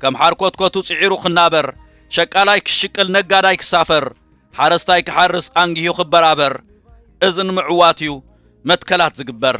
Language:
Tigrinya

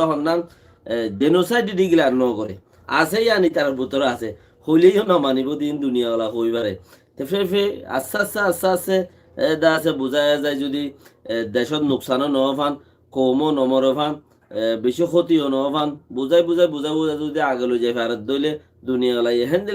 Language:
Rohingya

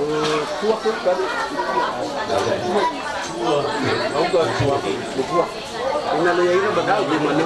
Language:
Nias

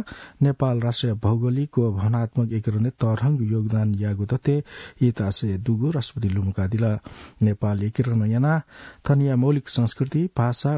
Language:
Newari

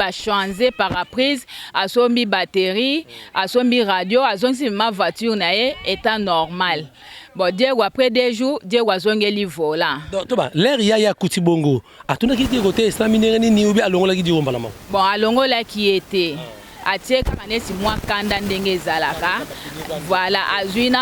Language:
Lingala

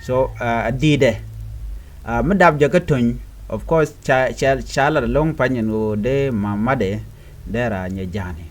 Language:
Nuer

